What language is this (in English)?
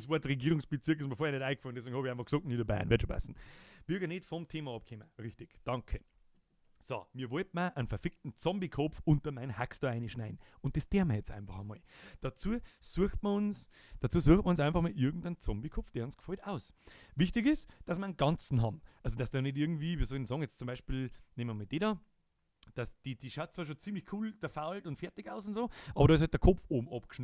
Bavarian